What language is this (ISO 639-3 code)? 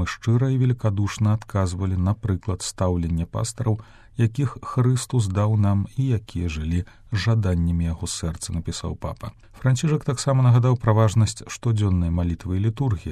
bel